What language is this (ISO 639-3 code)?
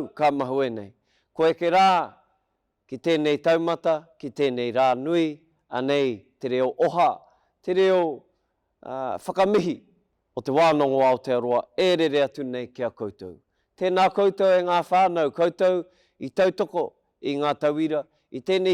mri